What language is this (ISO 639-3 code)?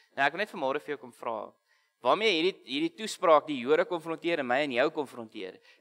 afr